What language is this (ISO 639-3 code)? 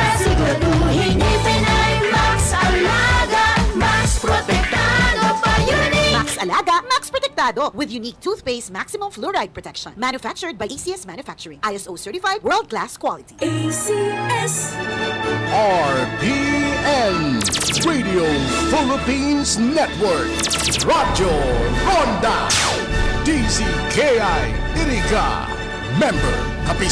bik